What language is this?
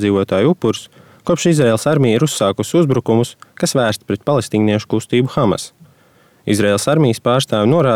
Latvian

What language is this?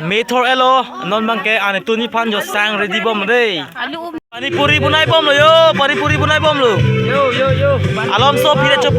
Karbi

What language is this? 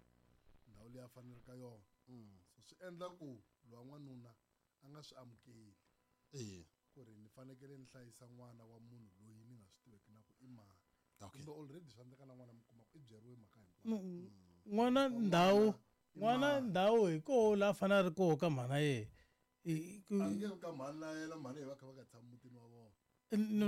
Tsonga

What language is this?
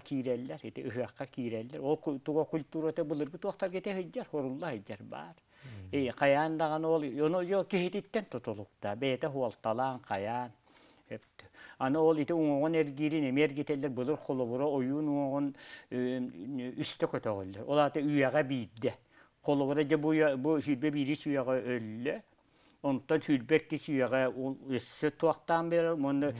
Yakut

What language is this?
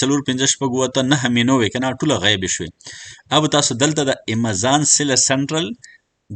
Pashto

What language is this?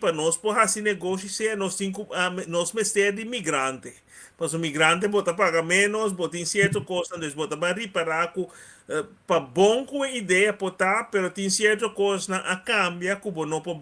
Papiamento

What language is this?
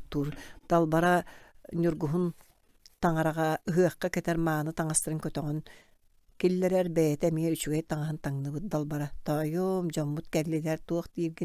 Yakut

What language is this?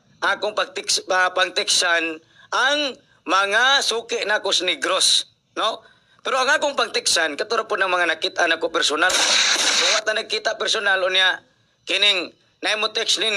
Cebuano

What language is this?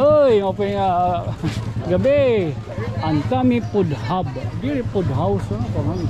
Waray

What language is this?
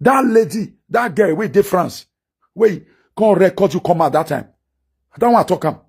Nigerian Pidgin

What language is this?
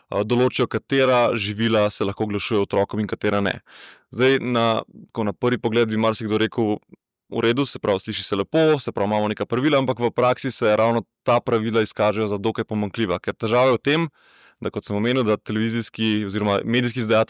Slovenian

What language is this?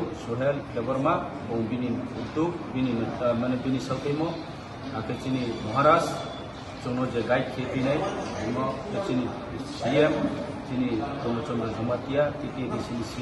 Kok Borok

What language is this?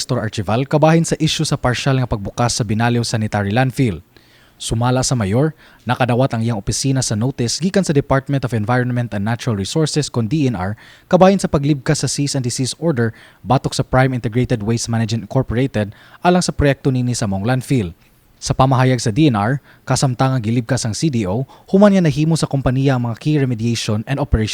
Cebuano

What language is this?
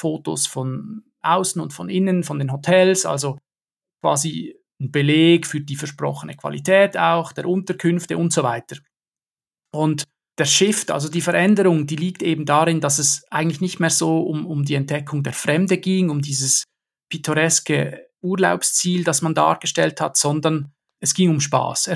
German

